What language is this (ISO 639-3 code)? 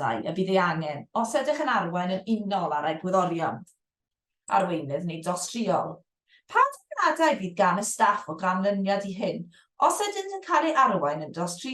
cym